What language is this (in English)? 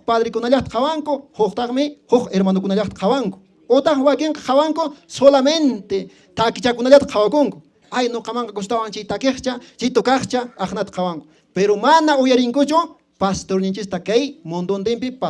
Quechua